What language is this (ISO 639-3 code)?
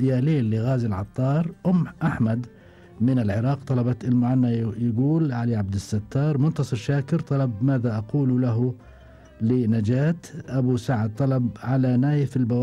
afb